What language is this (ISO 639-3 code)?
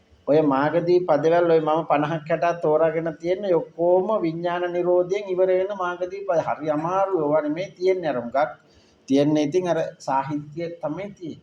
sin